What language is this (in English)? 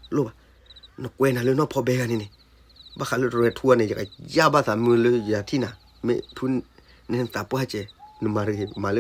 S'gaw Karen